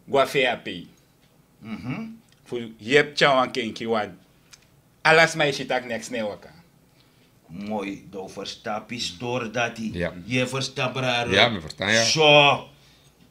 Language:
Sranan Tongo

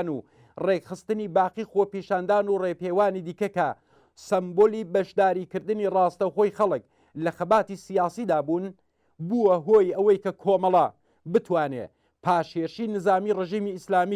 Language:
Central Kurdish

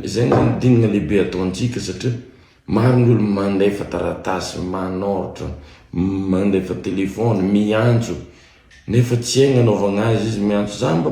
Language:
Malagasy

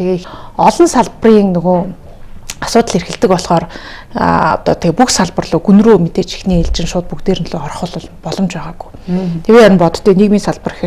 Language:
Mongolian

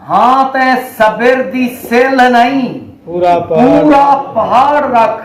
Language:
Saraiki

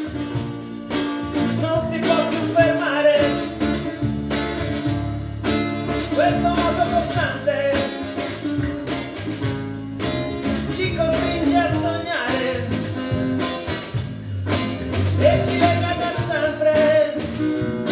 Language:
Italian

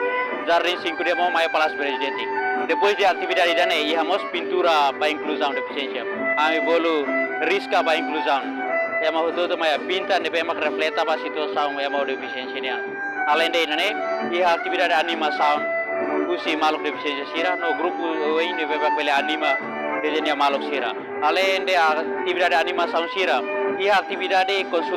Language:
Tetum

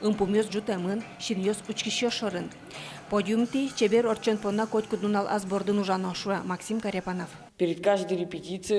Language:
Udmurt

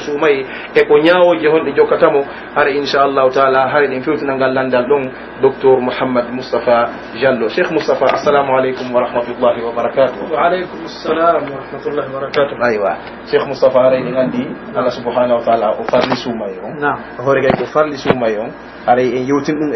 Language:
Pular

